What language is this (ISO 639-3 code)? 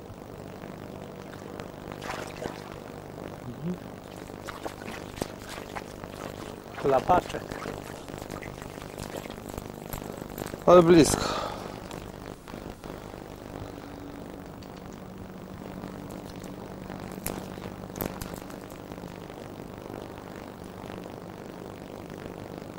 pol